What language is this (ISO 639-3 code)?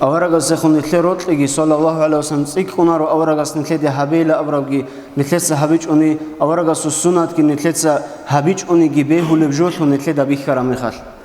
ava